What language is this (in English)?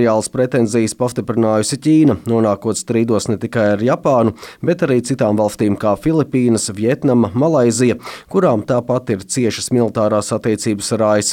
Latvian